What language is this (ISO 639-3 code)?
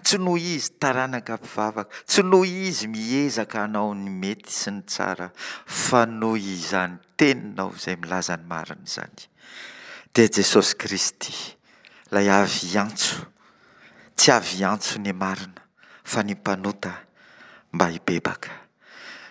mlg